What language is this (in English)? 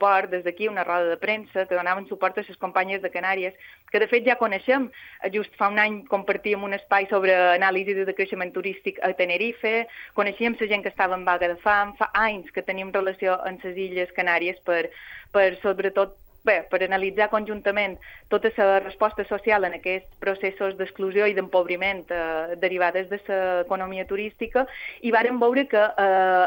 Catalan